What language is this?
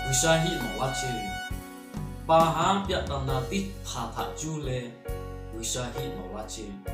Lahu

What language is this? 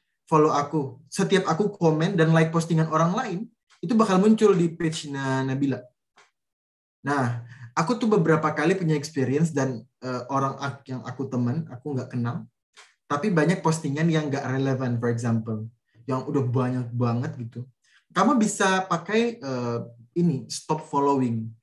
Indonesian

